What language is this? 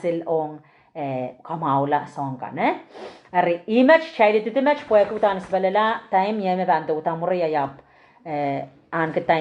Pohnpeian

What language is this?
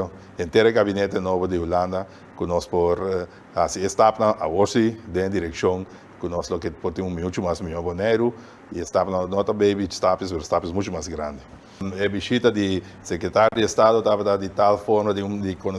Papiamento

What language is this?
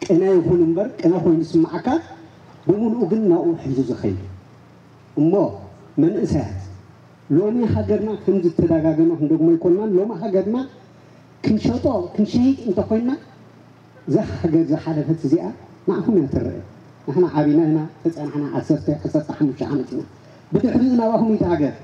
Tigrinya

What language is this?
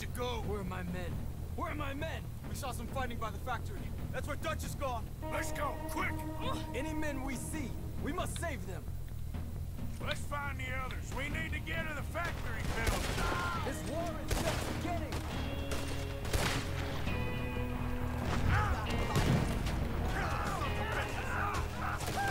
English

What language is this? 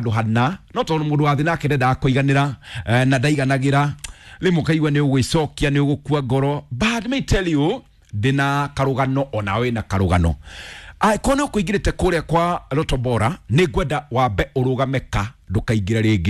Kikuyu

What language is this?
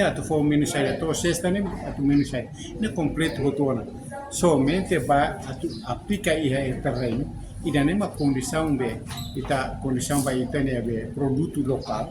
Tetum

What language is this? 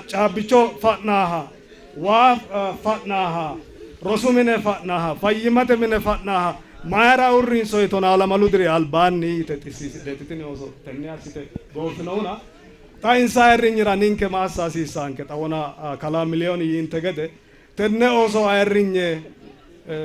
Sidamo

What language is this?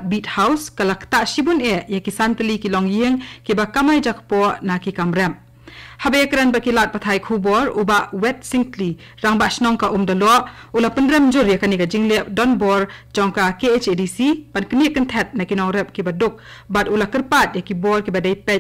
Khasi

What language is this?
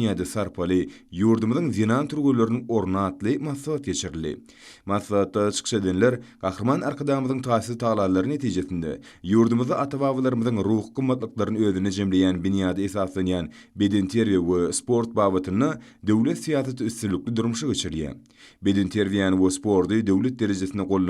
Turkmen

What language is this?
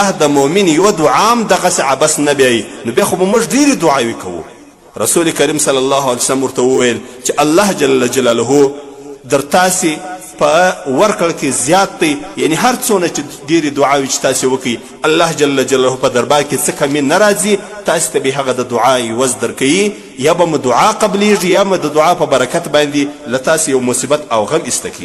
Pashto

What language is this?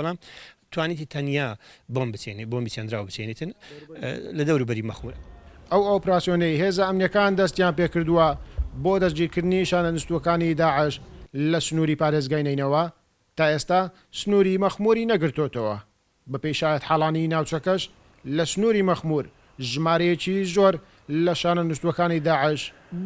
Central Kurdish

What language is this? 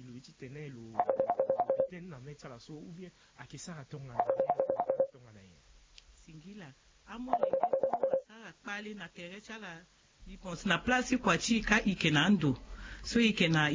Sango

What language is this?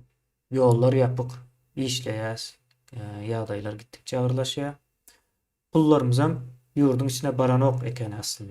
Turkmen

